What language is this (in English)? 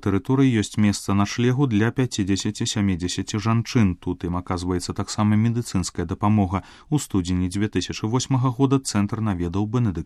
Belarusian